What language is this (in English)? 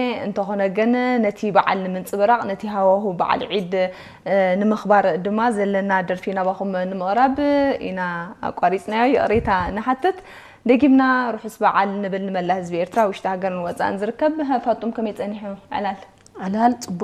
Tigrinya